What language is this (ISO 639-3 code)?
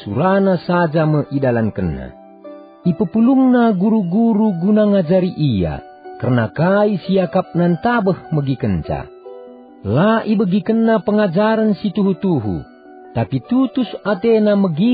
btx